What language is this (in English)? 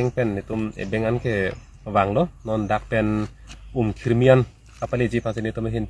Karbi